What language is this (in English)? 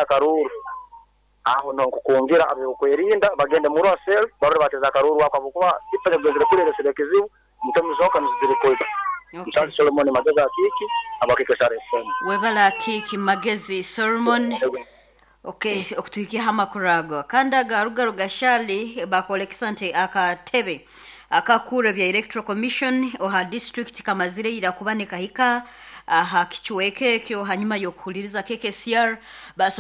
Nyoro